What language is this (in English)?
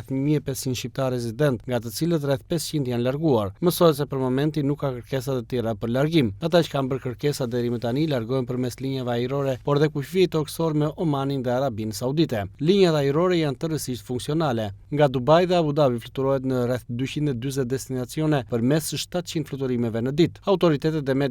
Albanian